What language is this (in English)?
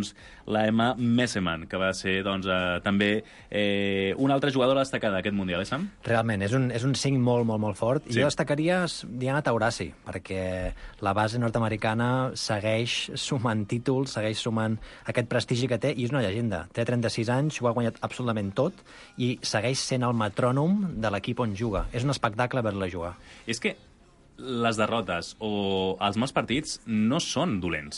Catalan